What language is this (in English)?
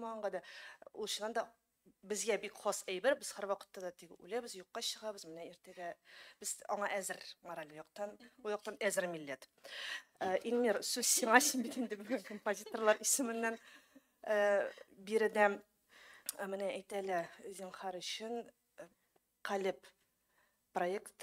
Tatar